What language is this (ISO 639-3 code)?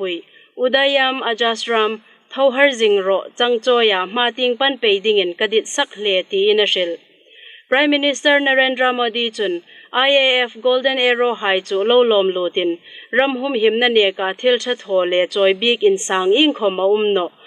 hmr